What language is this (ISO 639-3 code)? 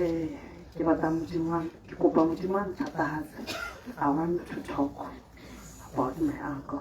tsn